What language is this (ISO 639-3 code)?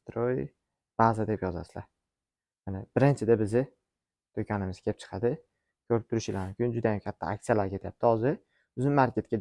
uzb